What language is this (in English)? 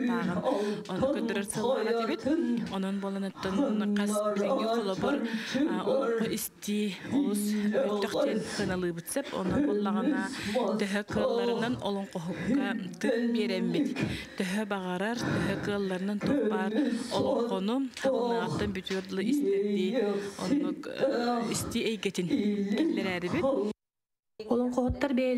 Yakut